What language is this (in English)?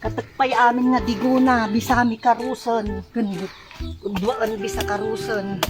Iloko